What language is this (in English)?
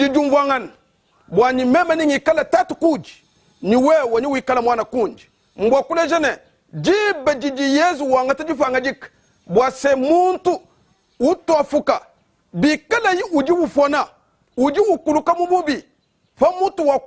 Luba-Lulua